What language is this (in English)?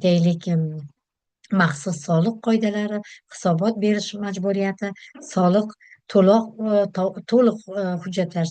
Uzbek